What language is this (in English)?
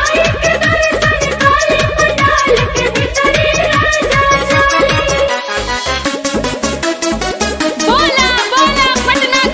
Bhojpuri